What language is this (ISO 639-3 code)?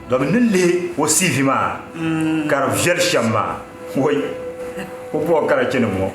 dag